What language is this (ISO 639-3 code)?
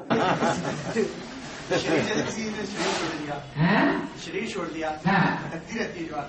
hin